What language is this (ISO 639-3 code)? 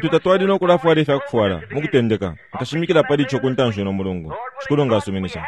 bem